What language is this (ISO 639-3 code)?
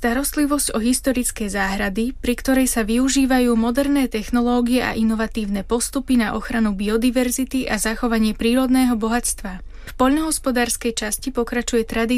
slk